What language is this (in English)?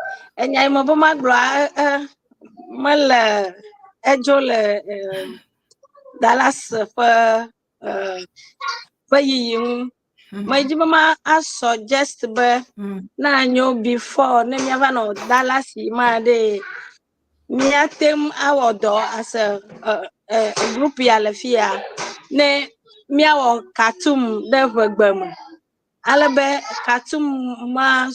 Ewe